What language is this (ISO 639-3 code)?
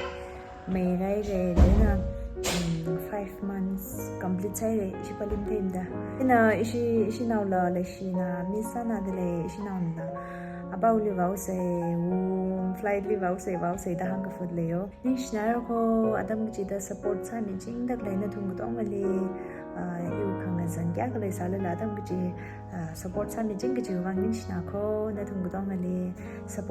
nmf